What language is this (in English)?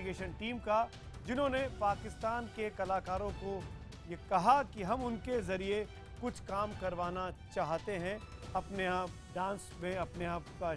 Hindi